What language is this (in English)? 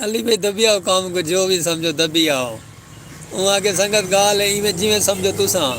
Saraiki